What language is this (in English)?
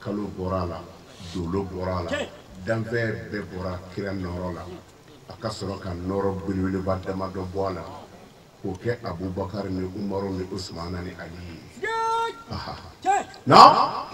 Bambara